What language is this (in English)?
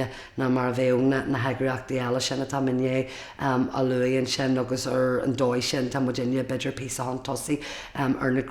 Irish